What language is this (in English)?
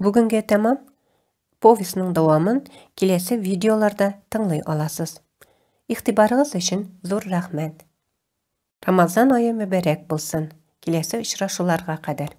Tatar